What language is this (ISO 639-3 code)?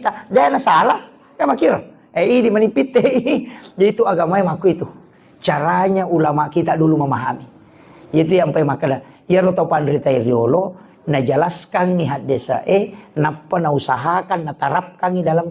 bug